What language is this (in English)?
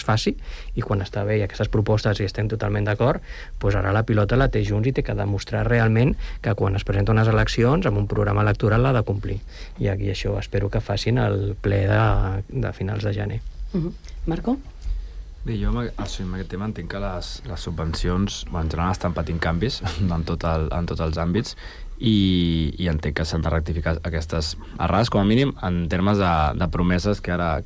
Catalan